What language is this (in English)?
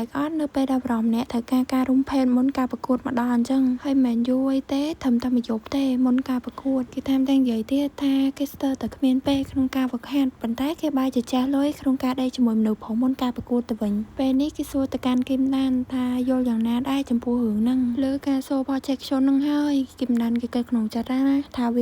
Khmer